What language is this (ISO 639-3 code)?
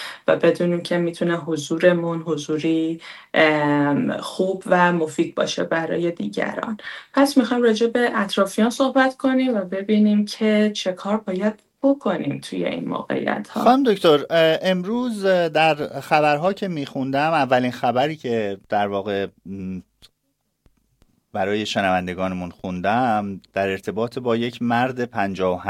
fas